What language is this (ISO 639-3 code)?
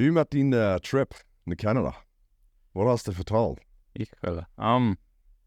pdt